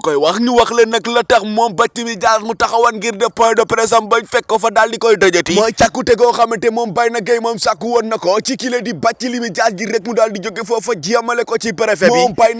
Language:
Wolof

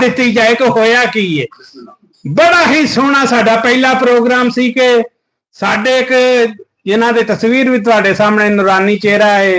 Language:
Western Panjabi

